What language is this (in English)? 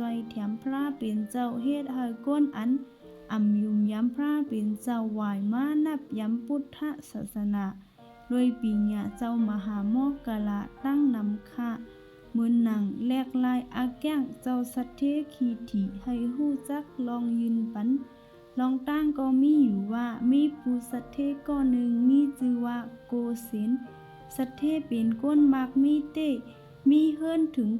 Shan